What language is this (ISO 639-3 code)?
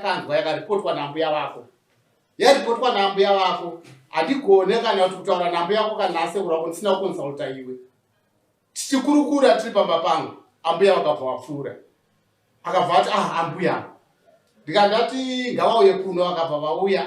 sna